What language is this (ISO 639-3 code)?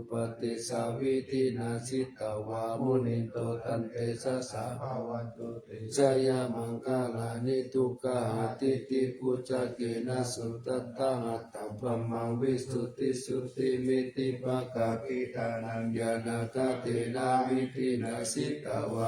pli